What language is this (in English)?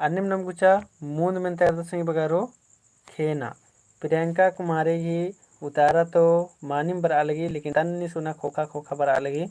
Kurukh